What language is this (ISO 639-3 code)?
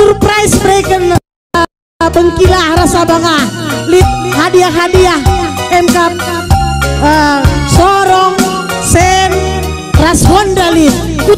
btx